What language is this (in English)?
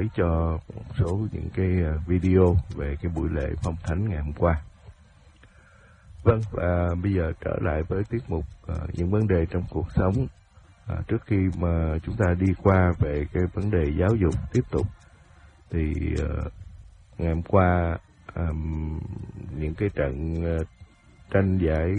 Vietnamese